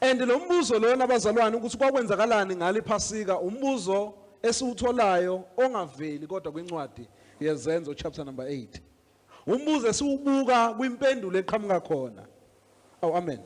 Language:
Zulu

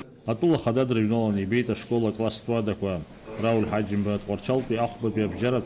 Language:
Abkhazian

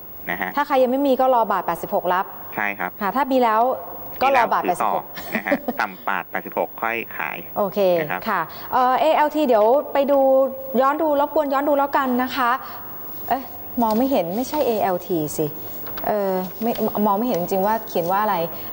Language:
Thai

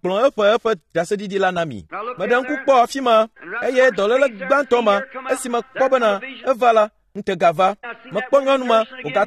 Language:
Ewe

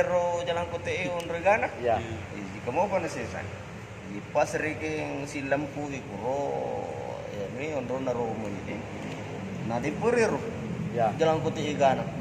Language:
Buginese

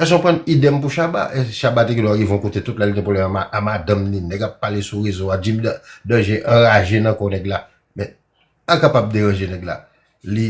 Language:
Haitian Creole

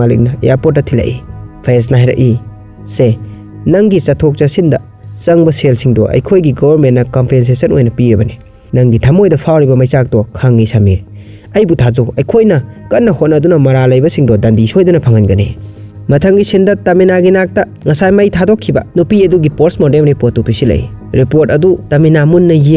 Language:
Manipuri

